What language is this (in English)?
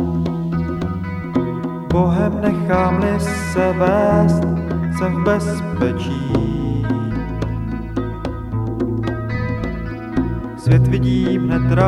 Czech